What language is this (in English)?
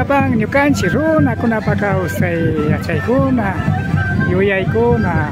Imbabura Highland Quichua